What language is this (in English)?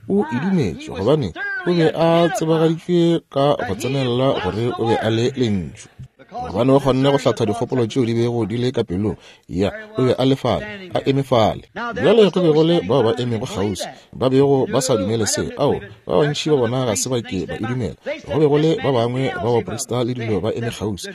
Northern Sotho